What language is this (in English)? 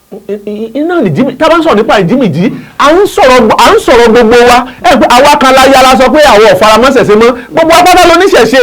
Yoruba